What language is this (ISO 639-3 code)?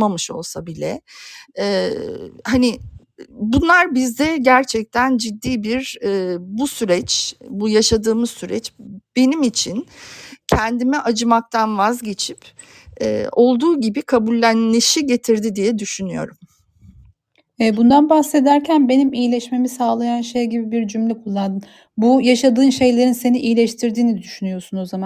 tur